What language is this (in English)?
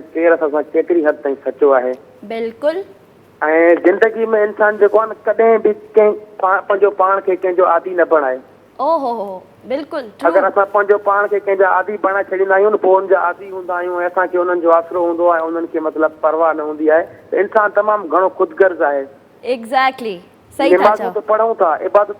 Sindhi